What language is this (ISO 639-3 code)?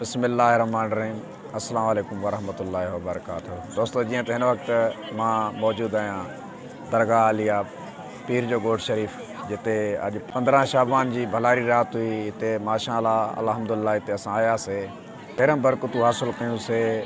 snd